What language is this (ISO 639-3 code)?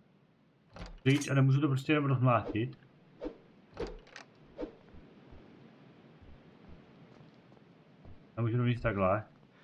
ces